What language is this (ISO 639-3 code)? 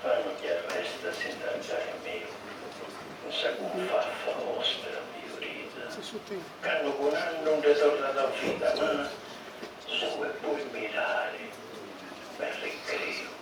srd